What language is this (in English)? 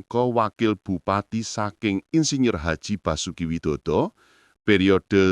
Javanese